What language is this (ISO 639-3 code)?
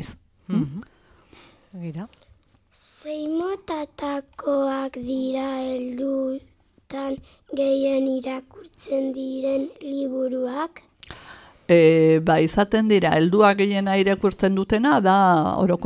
eus